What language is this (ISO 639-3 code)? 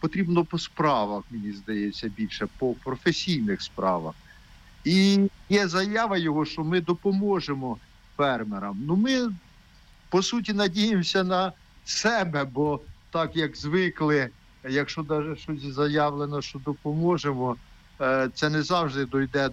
ukr